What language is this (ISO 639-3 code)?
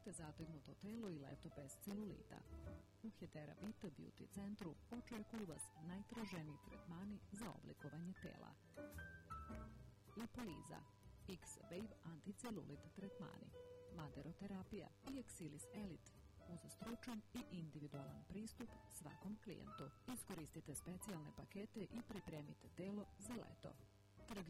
srp